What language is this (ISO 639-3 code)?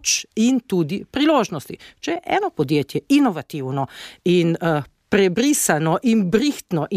slv